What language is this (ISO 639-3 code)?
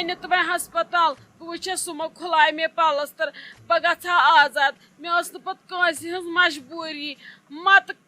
kas